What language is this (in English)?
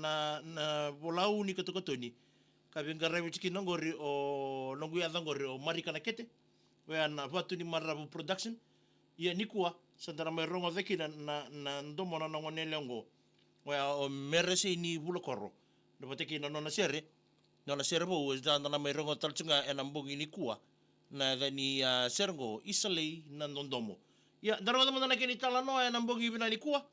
Fijian